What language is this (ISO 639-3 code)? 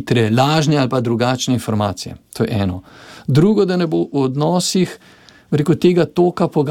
slv